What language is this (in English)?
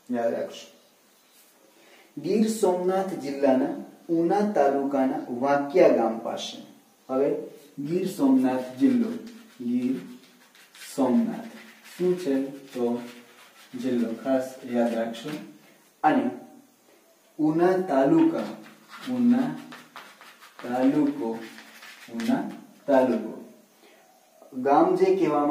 Gujarati